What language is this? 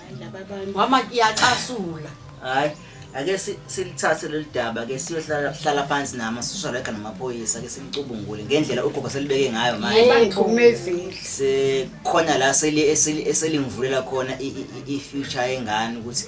Zulu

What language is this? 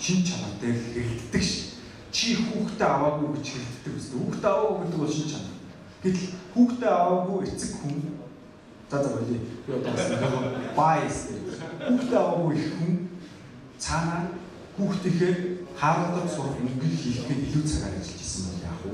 Mongolian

